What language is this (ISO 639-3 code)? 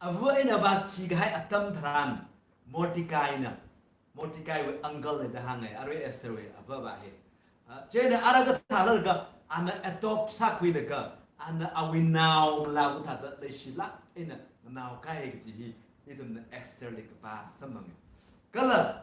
nmf